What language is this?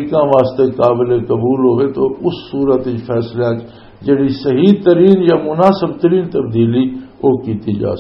Western Panjabi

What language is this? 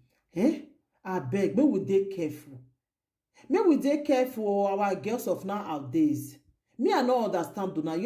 Nigerian Pidgin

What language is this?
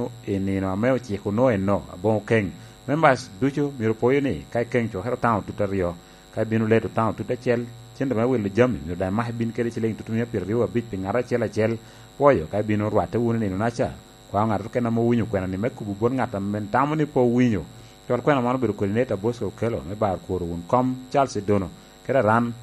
Lango (Uganda)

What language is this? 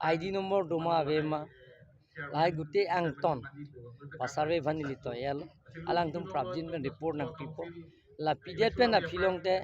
Karbi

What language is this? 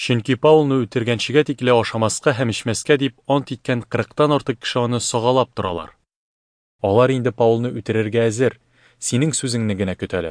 Tatar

